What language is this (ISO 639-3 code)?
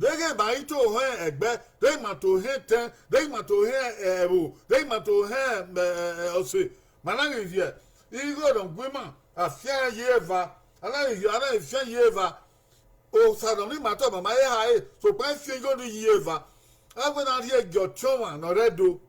bin